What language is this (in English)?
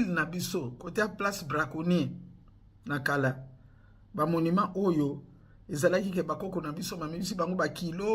Lingala